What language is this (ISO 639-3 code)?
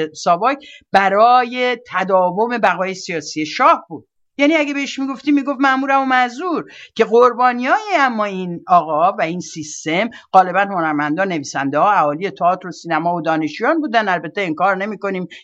fas